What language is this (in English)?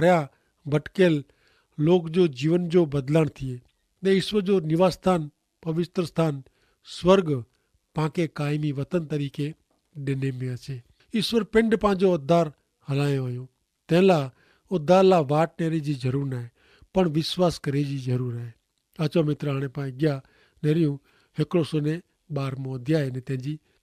Kachhi